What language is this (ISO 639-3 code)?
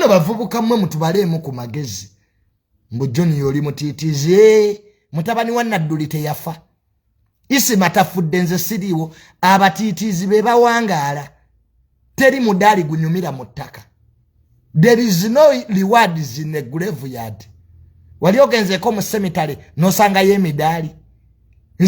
lug